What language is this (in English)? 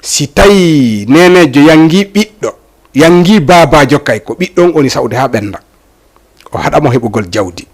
Fula